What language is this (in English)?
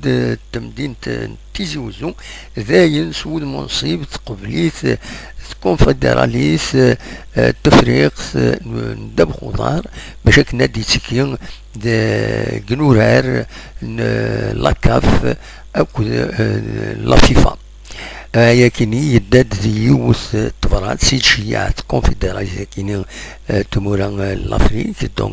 Kabyle